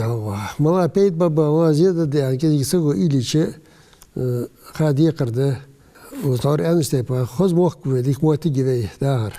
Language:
Ingush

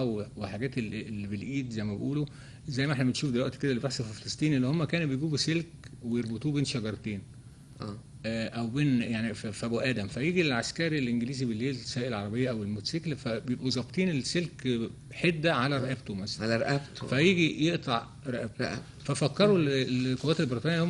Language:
Egyptian Arabic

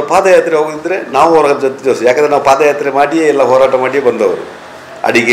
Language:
Kannada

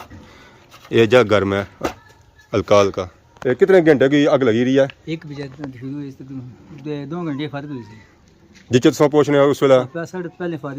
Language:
Pahari-Potwari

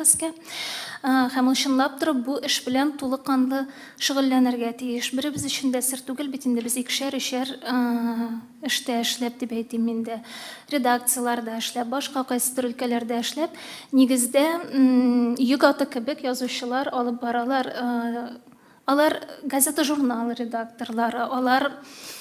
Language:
Tatar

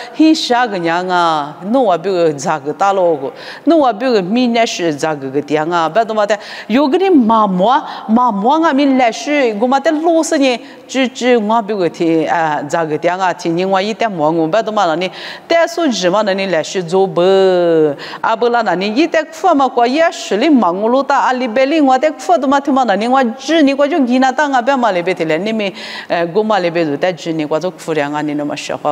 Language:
Lisu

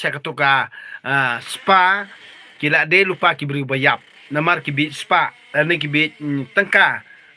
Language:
Khasi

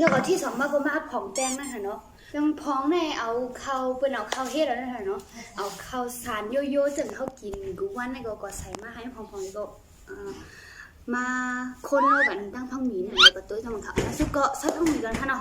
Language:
Shan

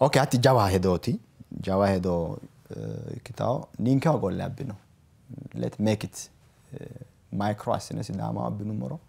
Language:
Sidamo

